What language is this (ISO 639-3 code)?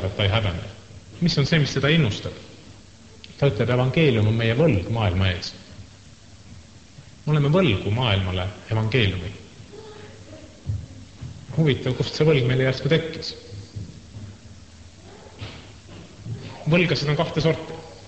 est